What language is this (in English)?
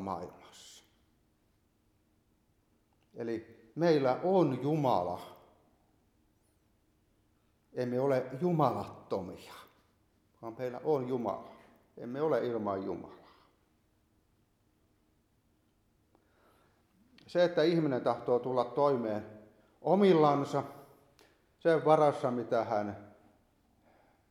Finnish